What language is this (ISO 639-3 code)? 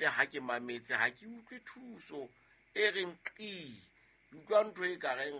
sot